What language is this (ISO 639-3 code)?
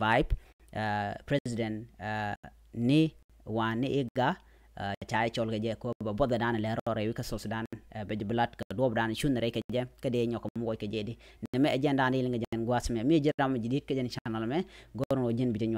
nus